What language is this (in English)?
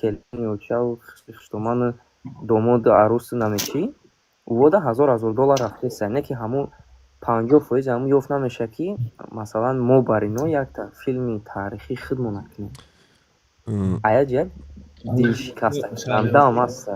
Tajik